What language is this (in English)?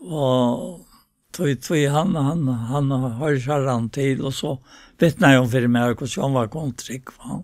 Faroese